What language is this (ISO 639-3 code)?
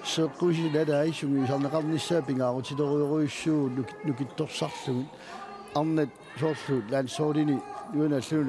kal